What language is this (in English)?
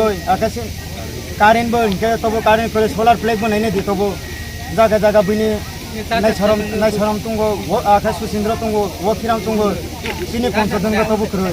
Kok Borok